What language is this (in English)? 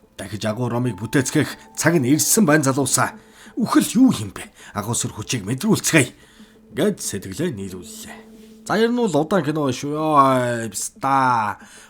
Mongolian